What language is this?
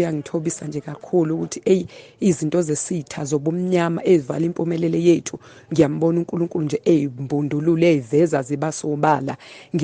Zulu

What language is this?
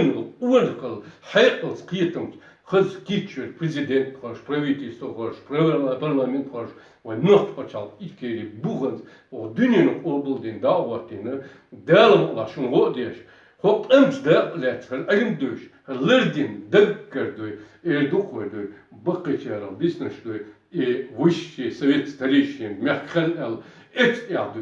Chechen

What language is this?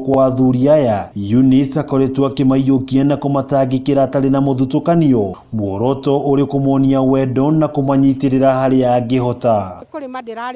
Kikuyu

